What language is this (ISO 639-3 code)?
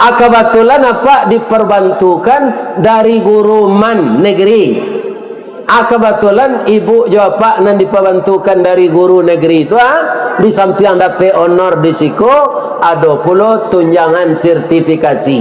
min